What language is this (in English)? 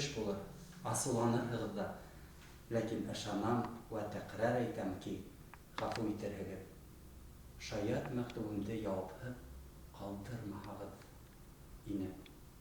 Bashkir